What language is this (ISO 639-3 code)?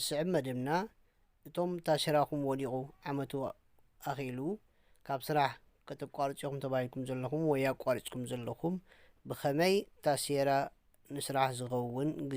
tir